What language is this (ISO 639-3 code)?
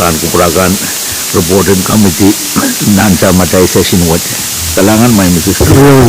pon